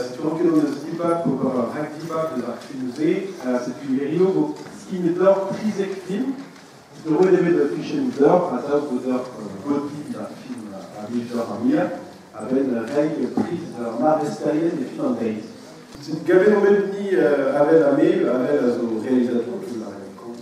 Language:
Breton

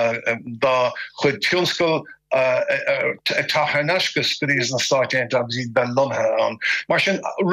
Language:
Irish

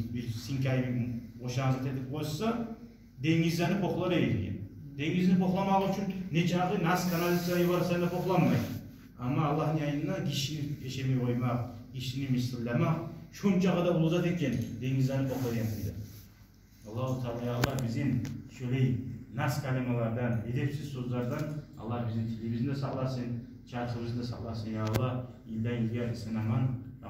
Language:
Kumyk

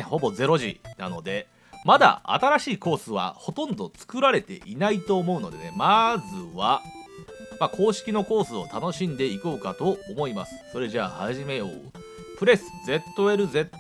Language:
Japanese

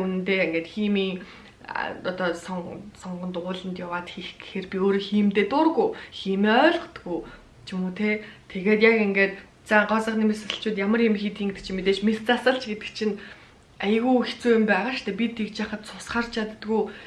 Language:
Mongolian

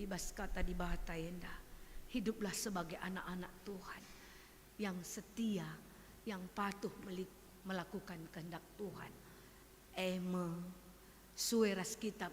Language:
Batak Karo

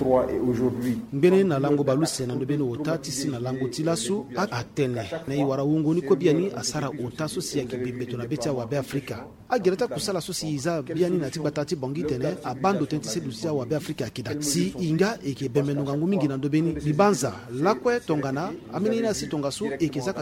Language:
Sango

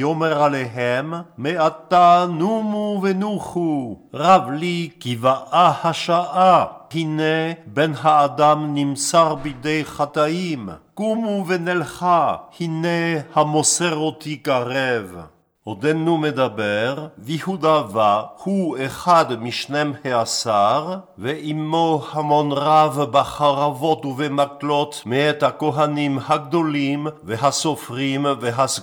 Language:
Hebrew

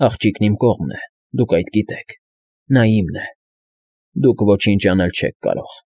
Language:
Armenian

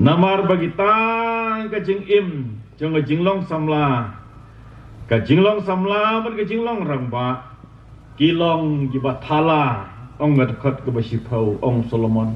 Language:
Khasi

